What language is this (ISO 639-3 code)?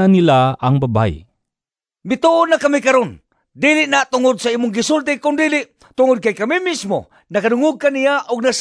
ceb